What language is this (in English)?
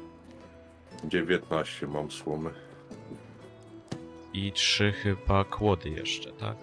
Polish